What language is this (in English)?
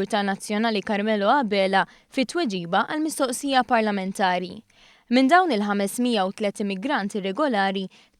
Maltese